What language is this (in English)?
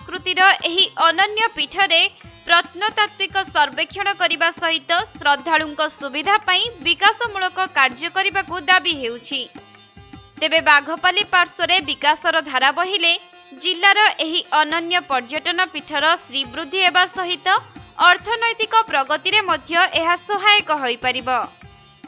Odia